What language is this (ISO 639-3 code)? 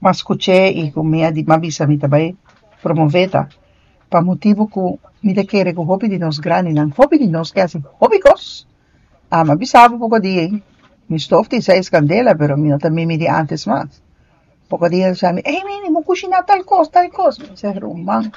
pap